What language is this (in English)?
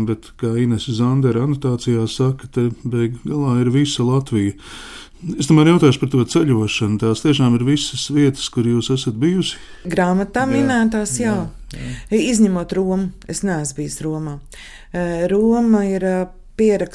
Latvian